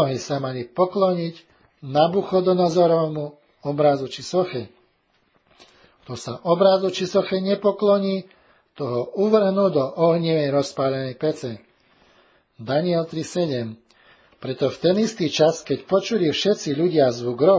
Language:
Slovak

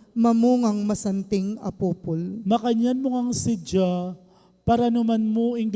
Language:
Pampanga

